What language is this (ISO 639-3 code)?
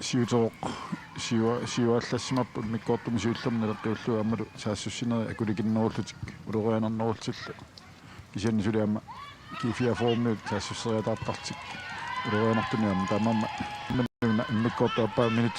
kal